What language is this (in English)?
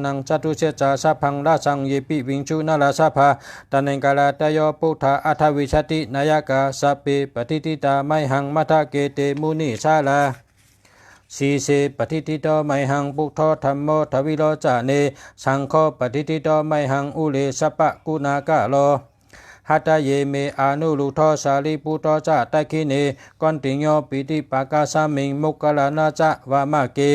Shan